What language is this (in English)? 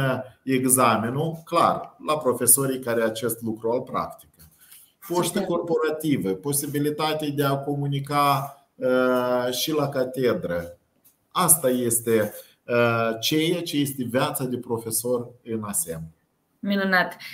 Romanian